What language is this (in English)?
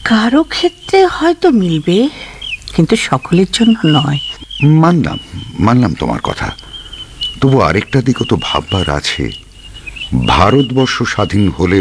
Bangla